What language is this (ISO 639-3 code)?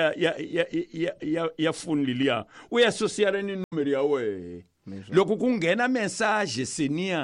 tso